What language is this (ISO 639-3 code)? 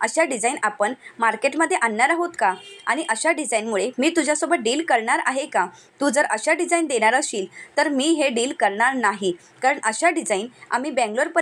mar